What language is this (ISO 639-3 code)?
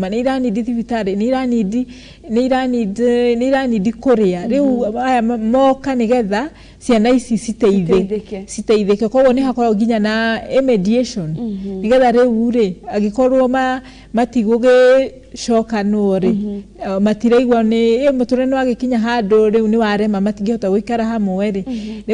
kik